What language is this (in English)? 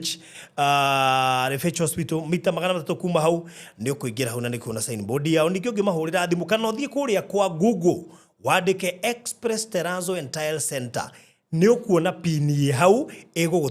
Kikuyu